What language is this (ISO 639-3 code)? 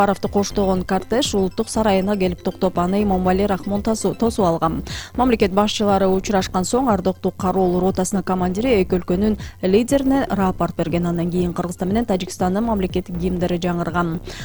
kir